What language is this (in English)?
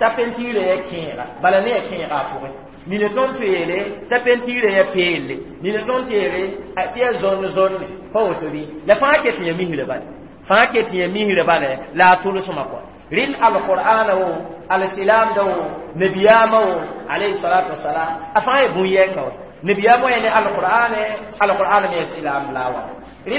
Mossi